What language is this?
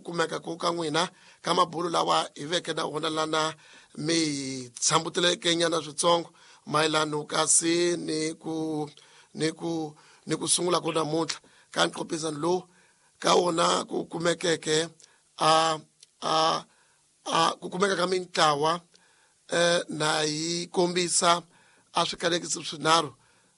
Tsonga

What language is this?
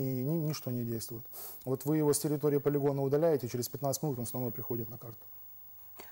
Russian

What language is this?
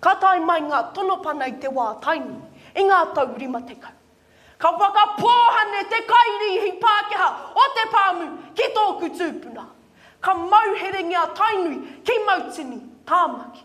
Māori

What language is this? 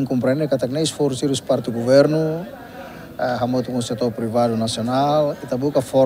Tetum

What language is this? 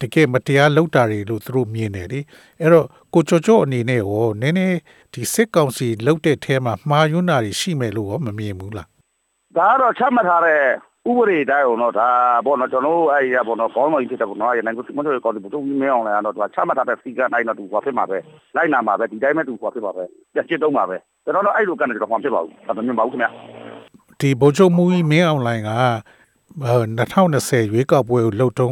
Burmese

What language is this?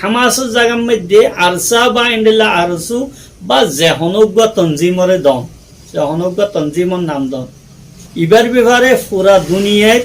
Rohingya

